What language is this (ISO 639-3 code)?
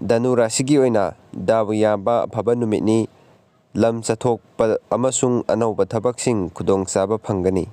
mni